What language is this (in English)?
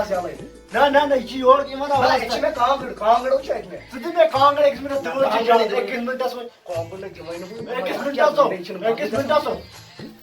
Kashmiri